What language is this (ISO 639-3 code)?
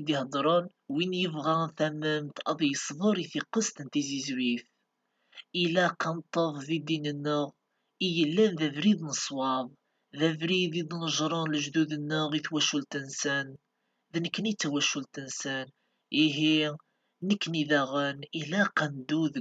kab